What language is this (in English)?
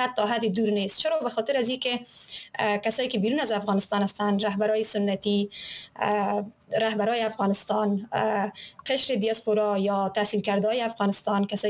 Persian